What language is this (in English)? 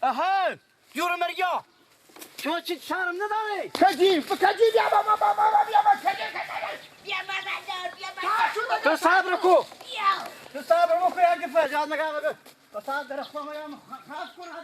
Persian